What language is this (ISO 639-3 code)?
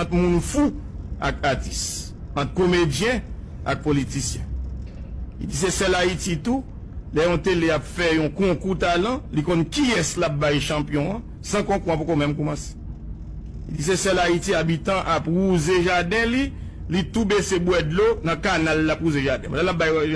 hat